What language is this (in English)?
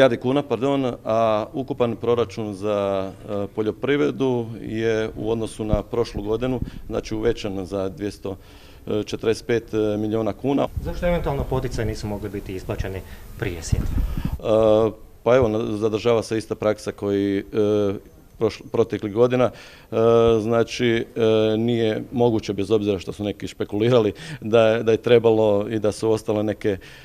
Croatian